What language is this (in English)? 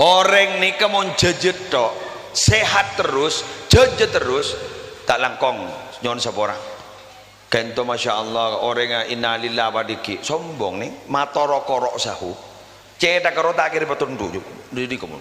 Madurese